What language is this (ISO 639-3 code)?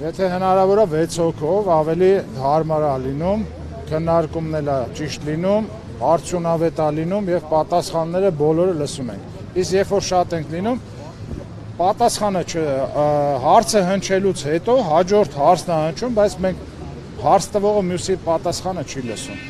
hye